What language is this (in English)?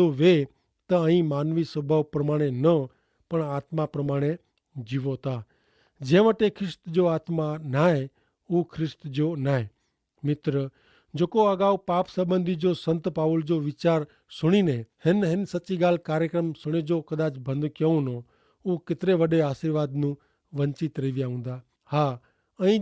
Kachhi